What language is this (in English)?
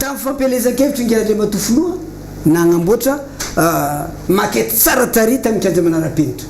Malagasy